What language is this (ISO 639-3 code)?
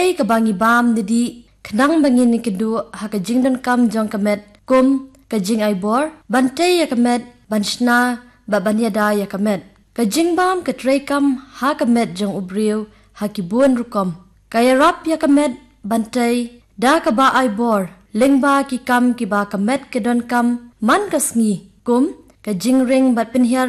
kha